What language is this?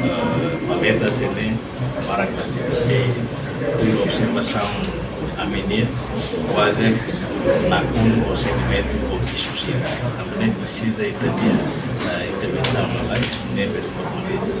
Tetum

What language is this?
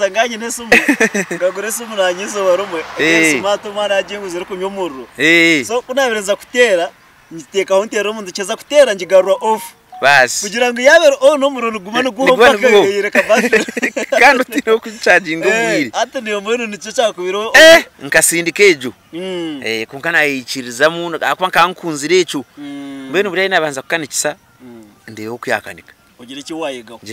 Nyankole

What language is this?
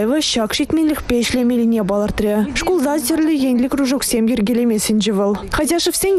Chuvash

